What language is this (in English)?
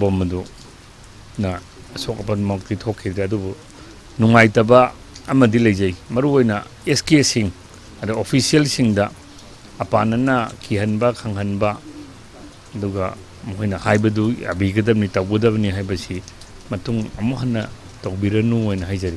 Manipuri